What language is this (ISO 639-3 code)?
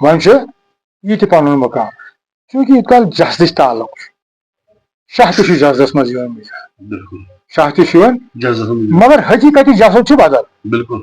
kas